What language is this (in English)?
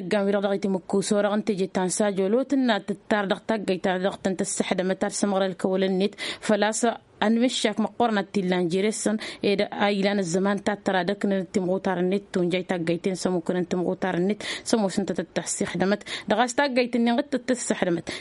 Tamasheq